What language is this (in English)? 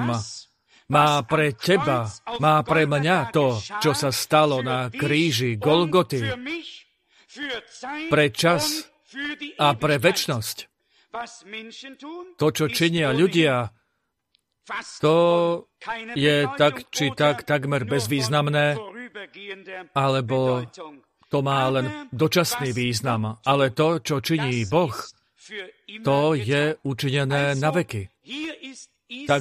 Slovak